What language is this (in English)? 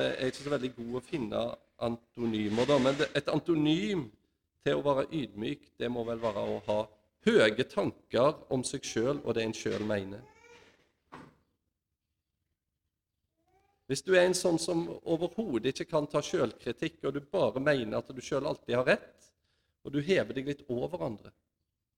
Norwegian